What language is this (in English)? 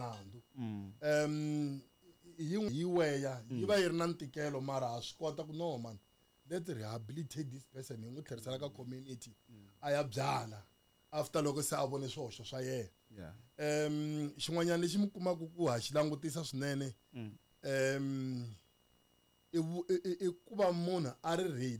Tsonga